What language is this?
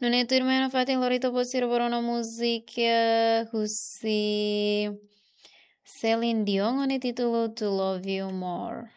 Tetum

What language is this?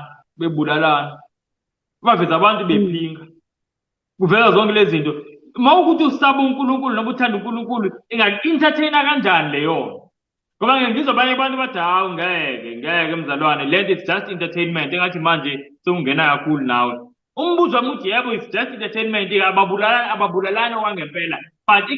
Zulu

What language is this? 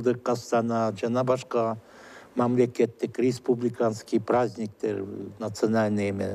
Kyrgyz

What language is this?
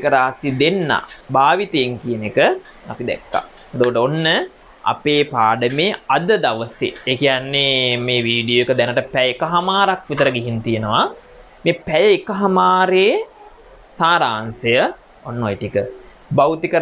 Sinhala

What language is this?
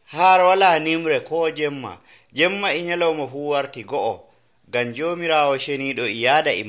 Nigerian Fulfulde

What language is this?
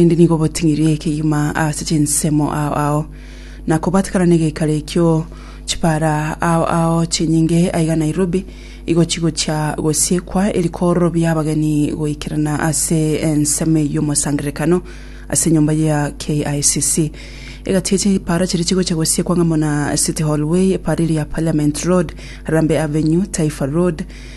Gusii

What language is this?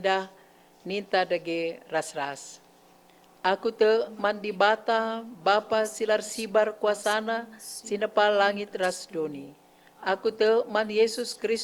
Batak Karo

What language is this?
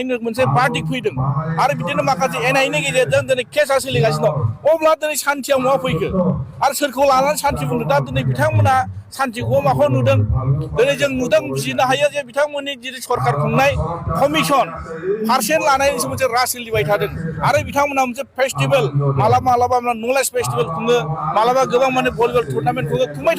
Bodo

